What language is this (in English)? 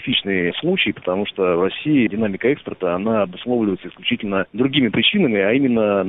Russian